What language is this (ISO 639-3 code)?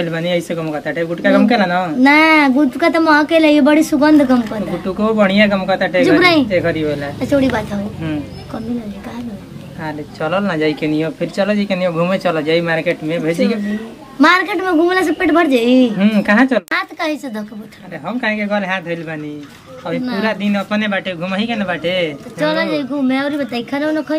bho